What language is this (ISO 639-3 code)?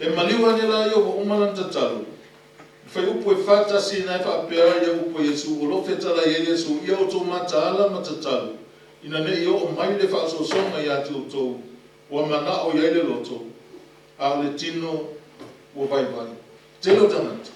smo